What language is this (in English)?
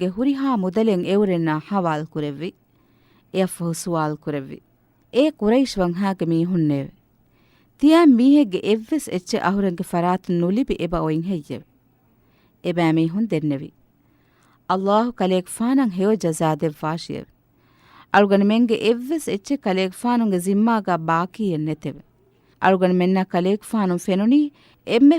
Divehi